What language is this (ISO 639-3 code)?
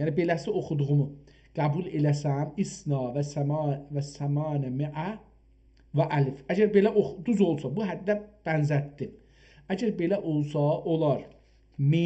azb